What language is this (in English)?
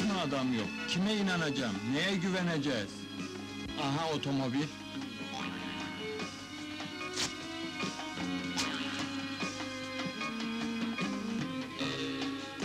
Turkish